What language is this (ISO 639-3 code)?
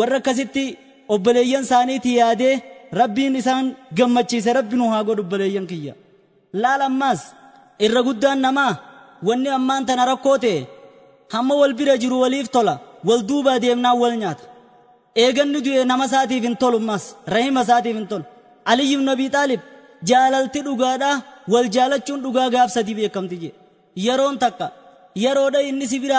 orm